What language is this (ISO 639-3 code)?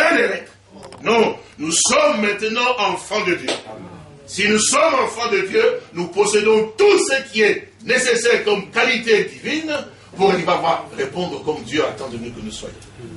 fra